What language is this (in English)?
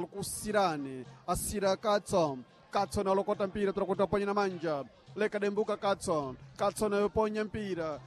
Sena